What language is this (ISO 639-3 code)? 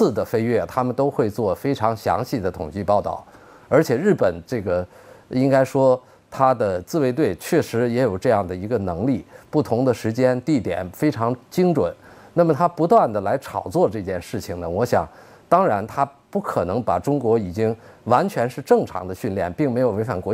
zho